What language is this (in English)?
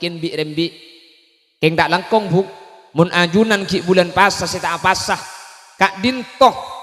Madurese